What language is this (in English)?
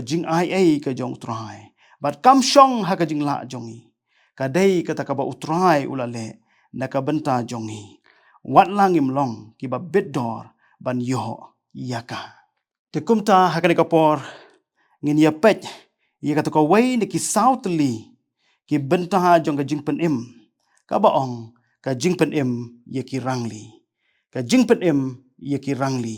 Khasi